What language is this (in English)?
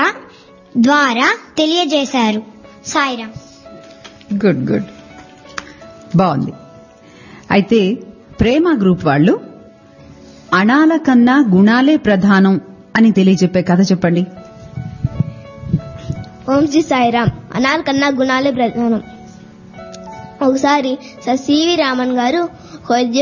Telugu